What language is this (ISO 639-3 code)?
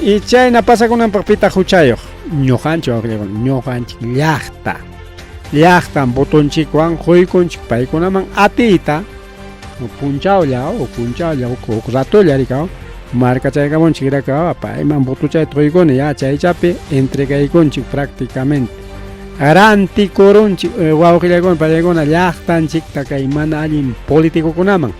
quy